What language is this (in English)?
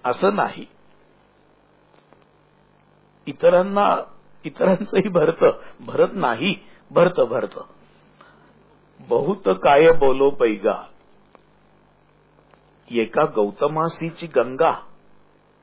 Marathi